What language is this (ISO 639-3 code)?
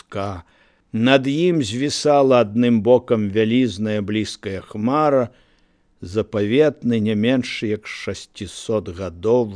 bel